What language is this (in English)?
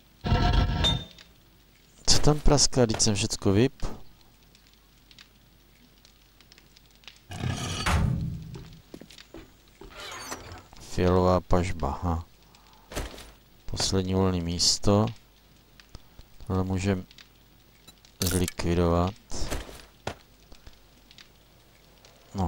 Czech